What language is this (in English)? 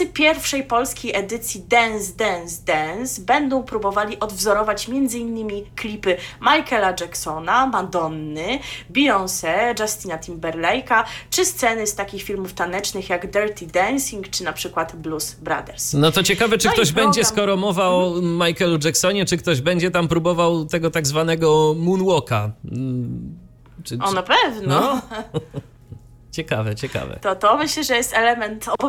Polish